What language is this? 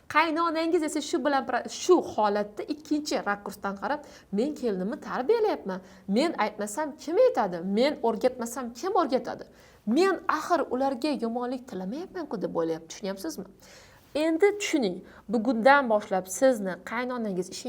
Uzbek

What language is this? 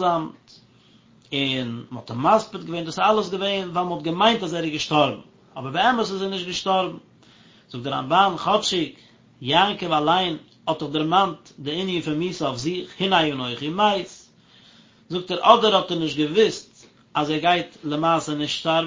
Yiddish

